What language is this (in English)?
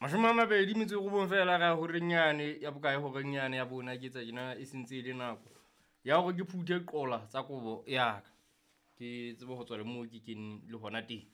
Southern Sotho